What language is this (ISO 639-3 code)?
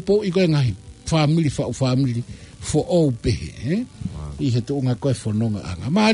ton